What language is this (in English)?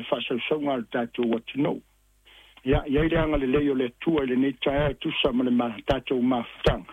Samoan